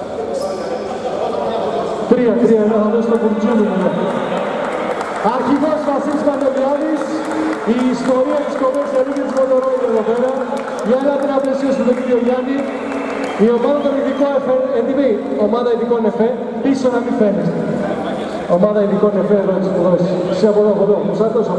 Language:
Greek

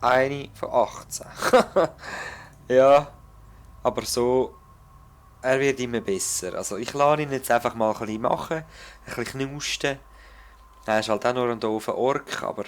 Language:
Swiss German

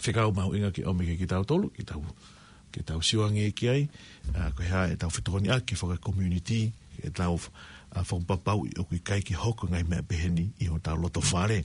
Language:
Tongan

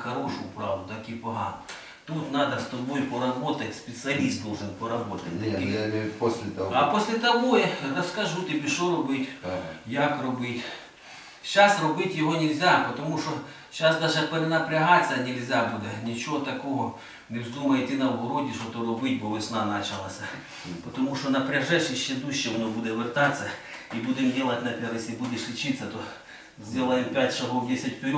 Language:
Ukrainian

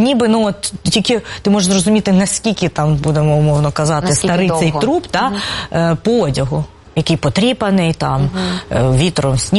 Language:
Ukrainian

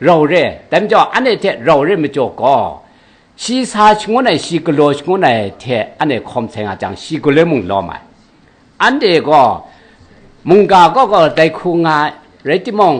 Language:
Kachin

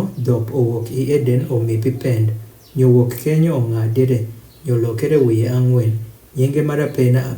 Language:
Adhola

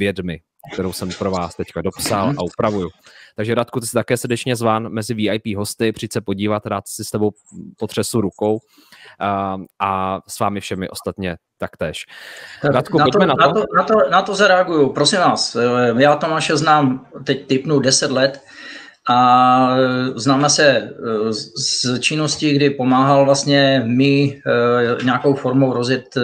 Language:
Czech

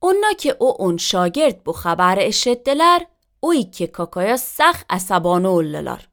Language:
Azerbaijani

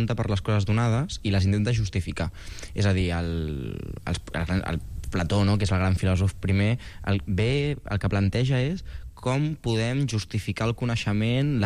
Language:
Catalan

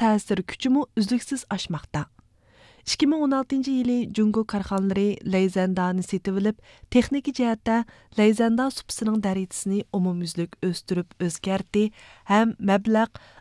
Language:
Uyghur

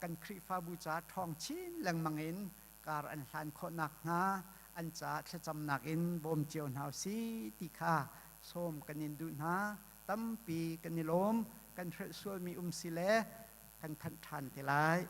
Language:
Hakha Chin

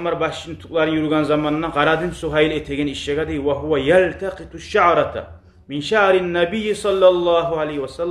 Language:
Kumyk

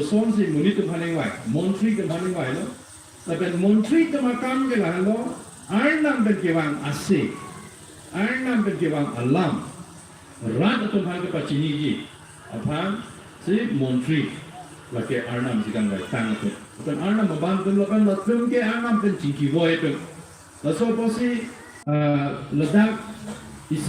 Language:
Karbi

